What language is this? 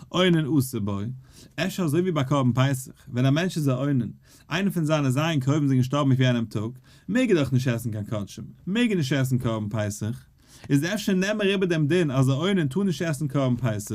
Yiddish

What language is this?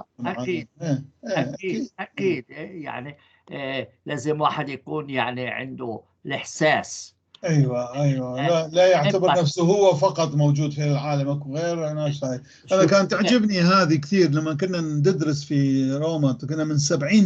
North Levantine Arabic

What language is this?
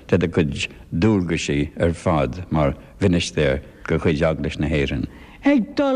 Irish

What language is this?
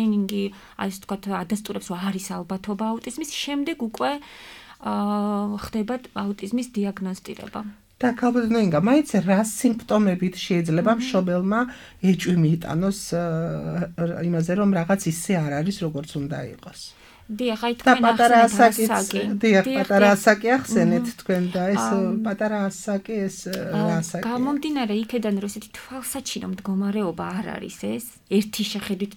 Georgian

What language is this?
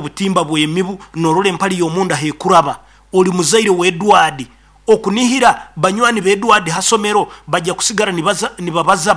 Nyoro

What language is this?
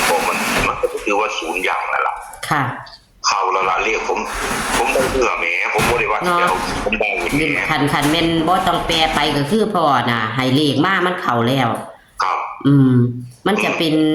Northeastern Thai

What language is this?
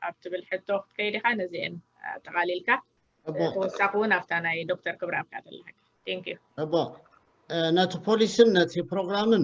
Tigrinya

